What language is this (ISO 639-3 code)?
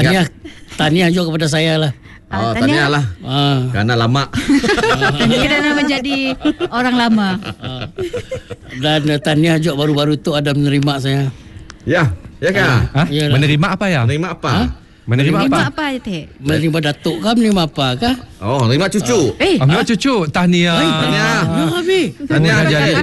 msa